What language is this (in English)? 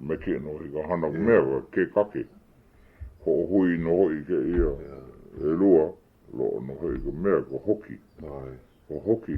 Hawaiian